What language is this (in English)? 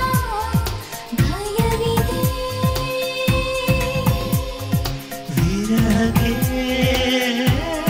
Kannada